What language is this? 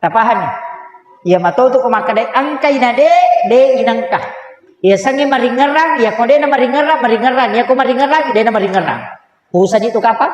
Buginese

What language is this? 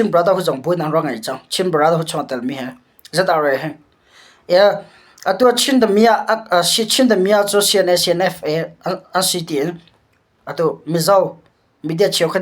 Hakha Chin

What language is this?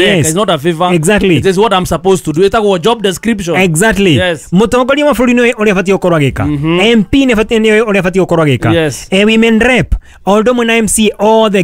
Kikuyu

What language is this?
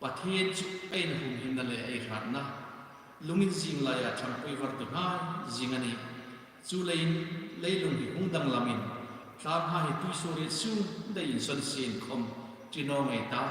Hmar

